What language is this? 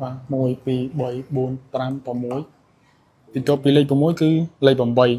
Khmer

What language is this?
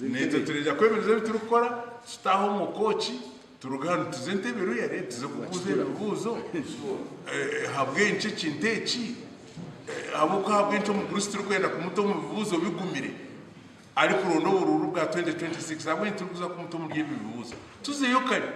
Nyankole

